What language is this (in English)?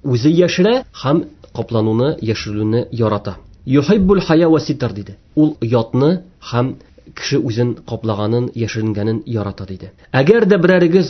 Tatar